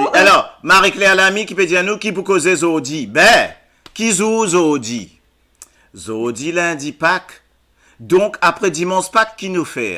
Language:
Morisyen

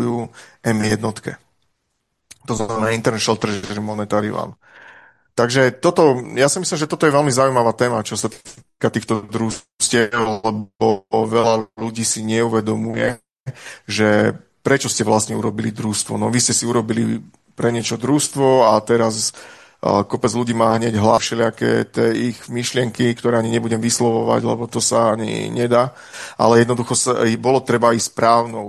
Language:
Slovak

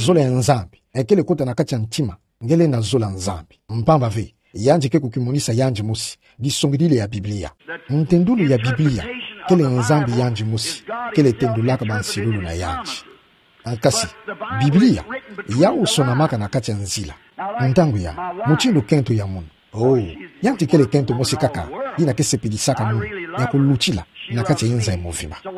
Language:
Kituba (Democratic Republic of Congo)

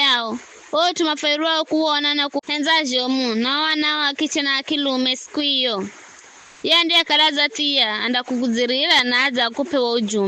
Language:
Giryama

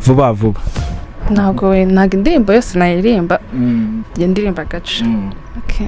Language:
Kinyarwanda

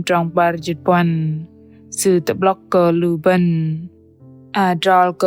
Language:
Bahnar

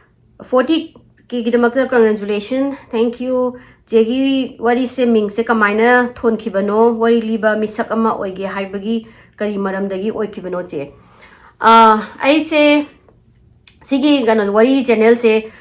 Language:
Manipuri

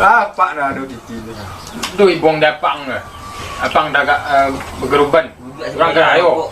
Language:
Minangkabau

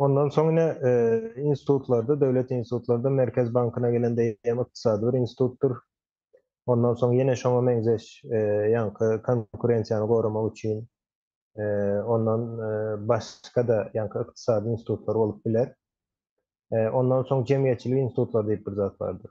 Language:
Turkmen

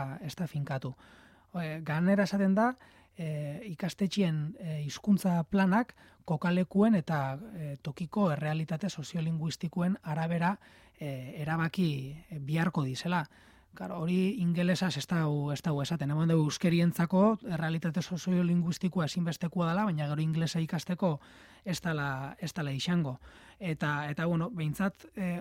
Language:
Basque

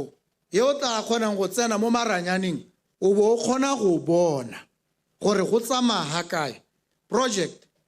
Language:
Tswana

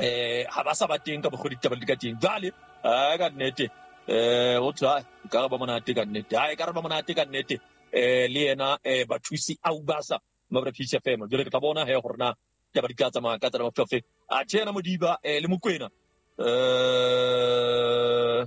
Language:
Southern Sotho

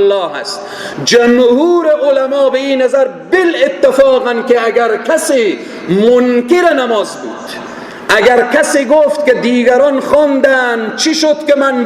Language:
Persian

